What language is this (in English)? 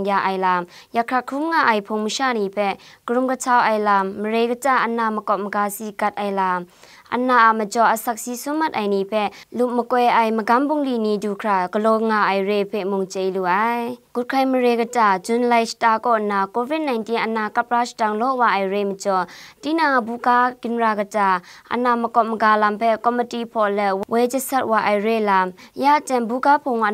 Kachin